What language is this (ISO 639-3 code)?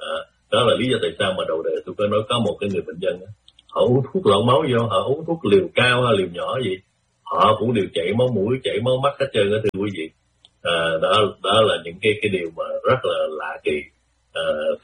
vie